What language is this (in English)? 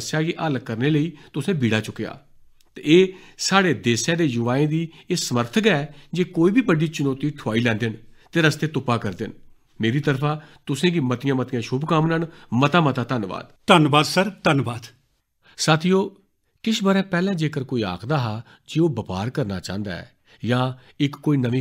Dogri